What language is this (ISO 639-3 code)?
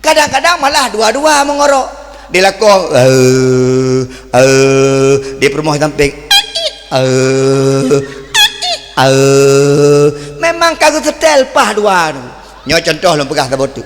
ace